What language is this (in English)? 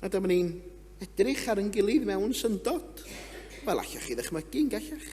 Welsh